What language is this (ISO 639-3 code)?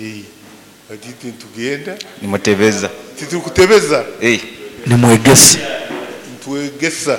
nyo